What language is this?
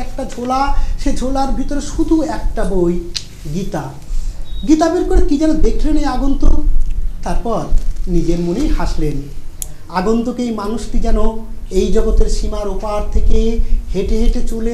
Bangla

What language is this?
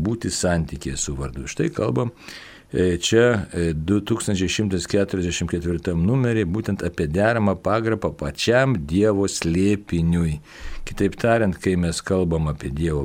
Lithuanian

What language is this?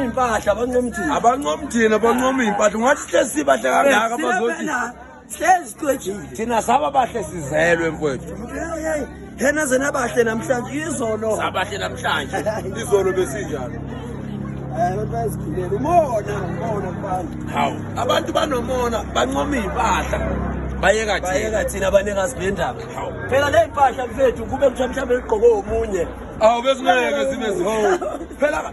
Zulu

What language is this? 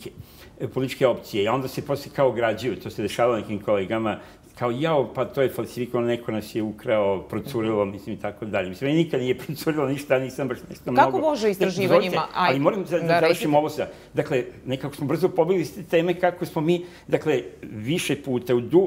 Serbian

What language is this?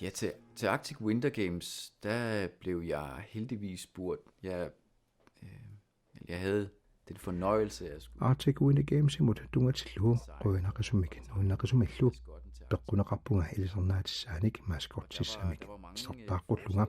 Kalaallisut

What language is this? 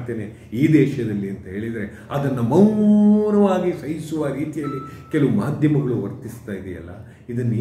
Kannada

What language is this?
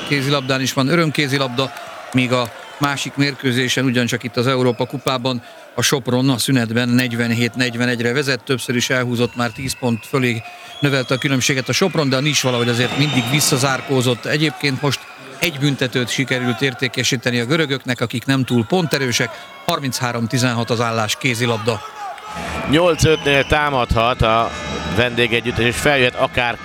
Hungarian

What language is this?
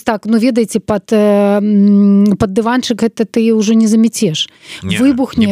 Belarusian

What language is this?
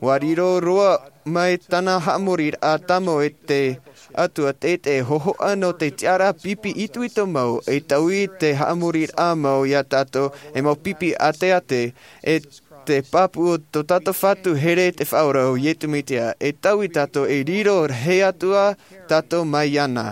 Tahitian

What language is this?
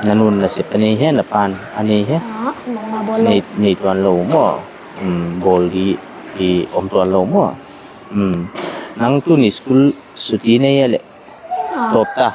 Paite Chin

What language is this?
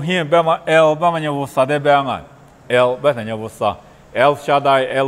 Lisu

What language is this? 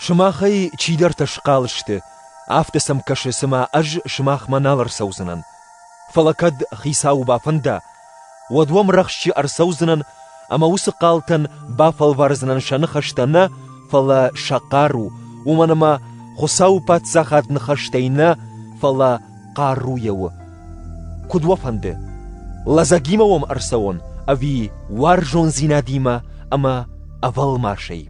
Ossetic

